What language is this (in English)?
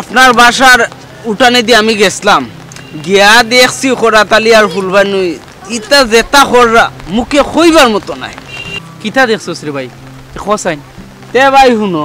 Sylheti